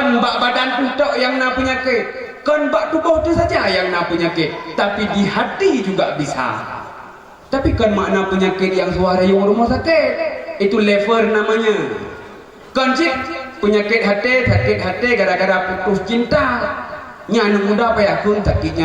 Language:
Achinese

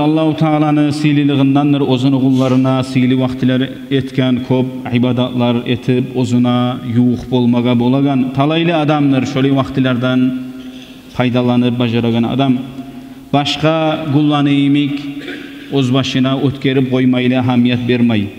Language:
Kumyk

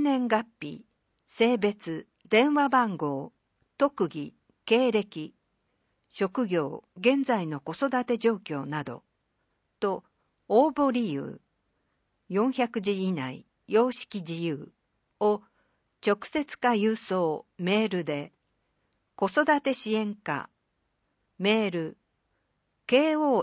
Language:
Japanese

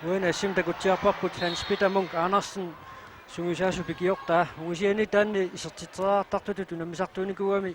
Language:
Kalaallisut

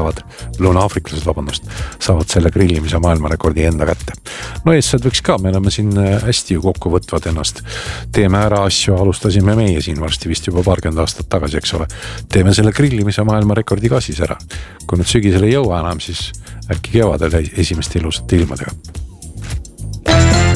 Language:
Estonian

